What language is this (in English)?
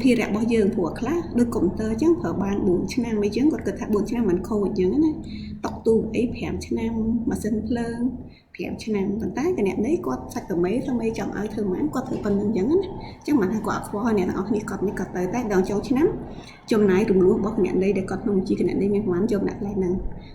Khmer